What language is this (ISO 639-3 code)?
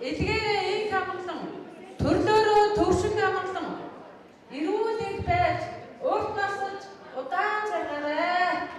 mon